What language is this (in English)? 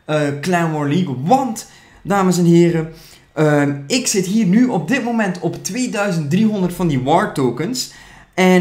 Dutch